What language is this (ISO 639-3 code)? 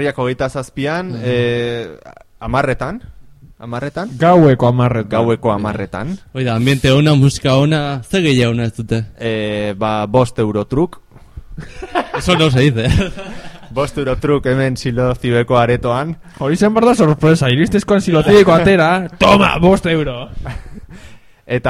eus